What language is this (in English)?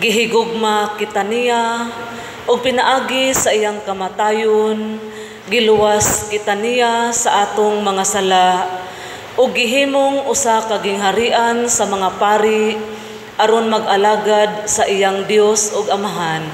Cebuano